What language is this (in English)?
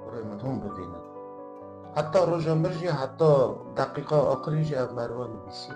Kurdish